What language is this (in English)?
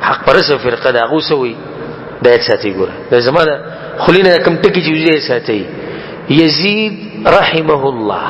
Pashto